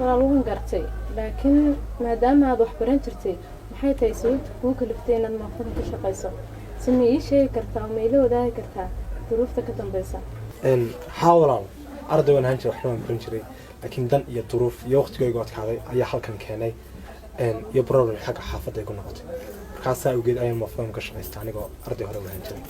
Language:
Somali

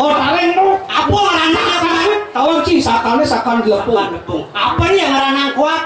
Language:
Balinese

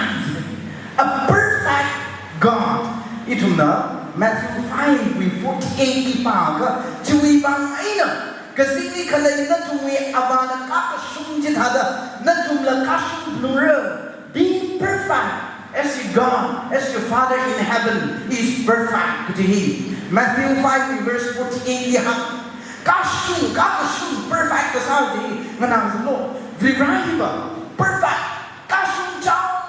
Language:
Tangkhul Naga (India)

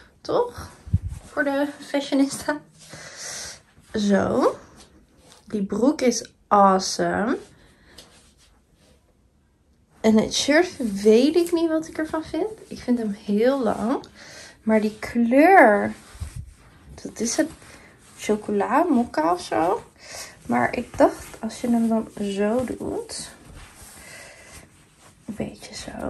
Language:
Dutch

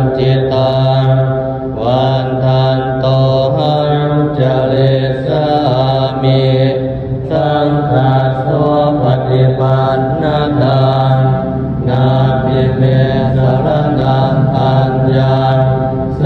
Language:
Pali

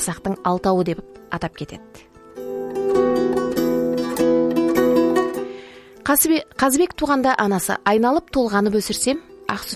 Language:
Kazakh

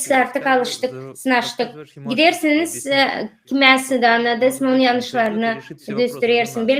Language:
Gagauz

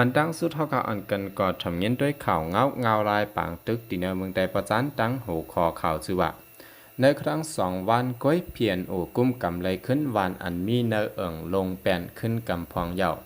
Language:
Shan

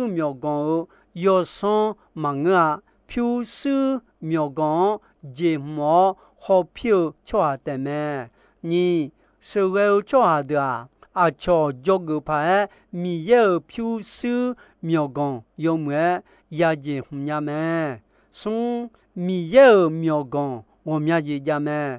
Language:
Akha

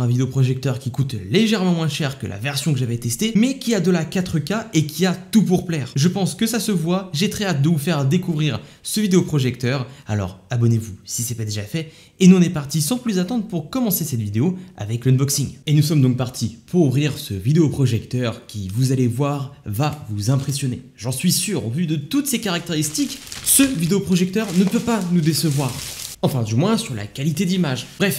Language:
French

